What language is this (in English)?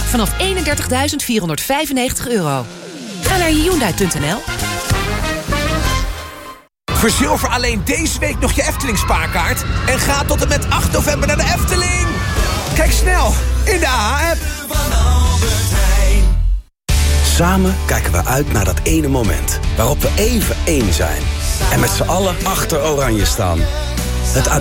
Dutch